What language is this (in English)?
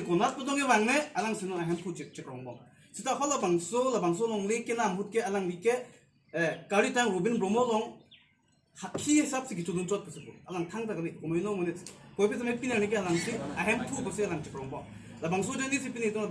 Karbi